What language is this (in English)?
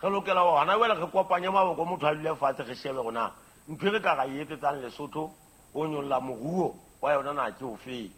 Southern Sotho